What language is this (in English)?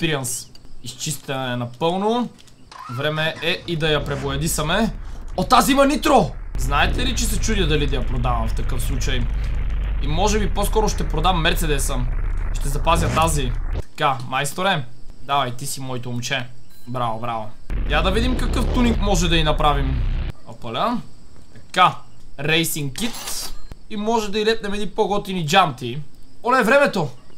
Bulgarian